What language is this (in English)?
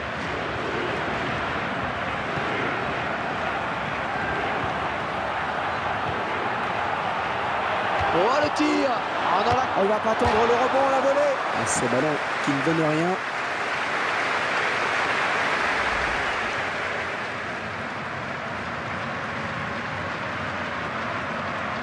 French